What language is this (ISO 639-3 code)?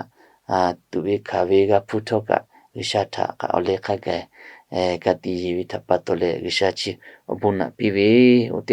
lhu